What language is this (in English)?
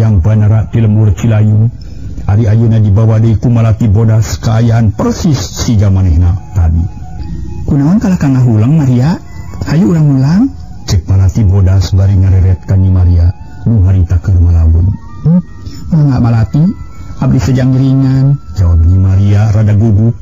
Sundanese